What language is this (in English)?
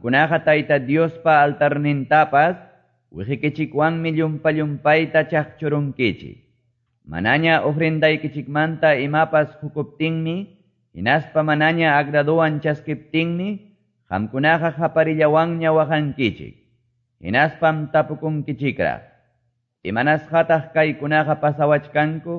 Quechua